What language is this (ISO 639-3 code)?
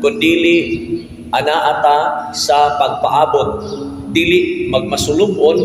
ceb